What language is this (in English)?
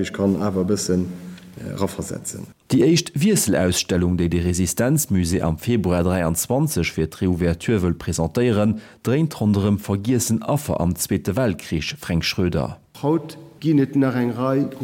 Luxembourgish